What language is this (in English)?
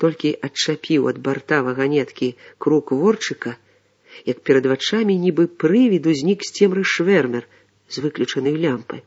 Belarusian